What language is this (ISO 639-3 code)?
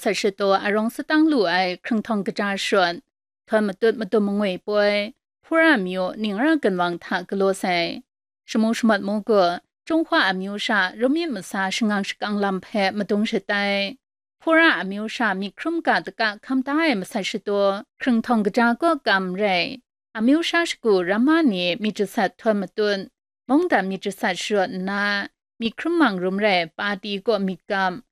kac